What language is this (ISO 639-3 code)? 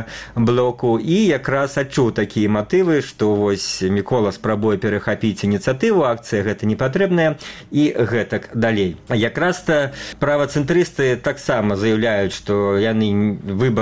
bel